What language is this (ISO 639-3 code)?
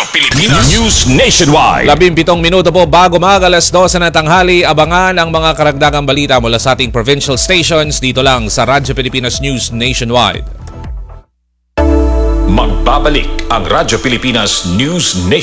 fil